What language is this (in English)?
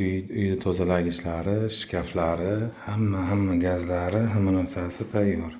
Uzbek